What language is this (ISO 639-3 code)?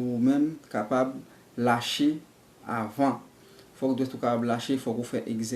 hat